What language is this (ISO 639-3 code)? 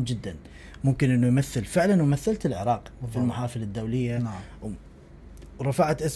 acm